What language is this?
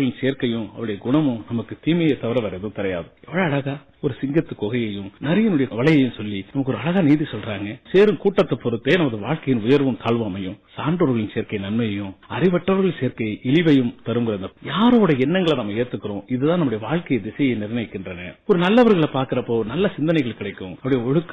Tamil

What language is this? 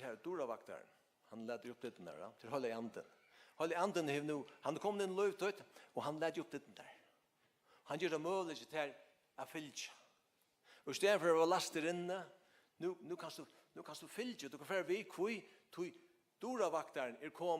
Faroese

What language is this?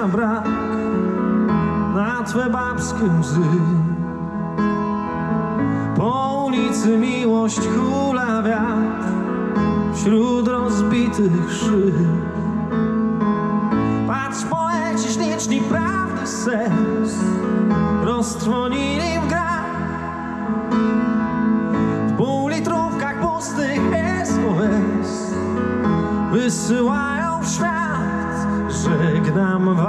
Polish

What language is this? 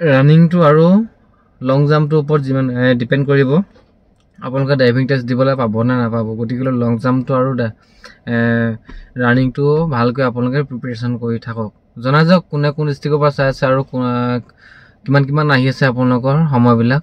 Assamese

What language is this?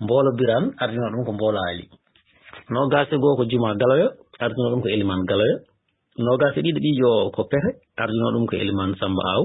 Fula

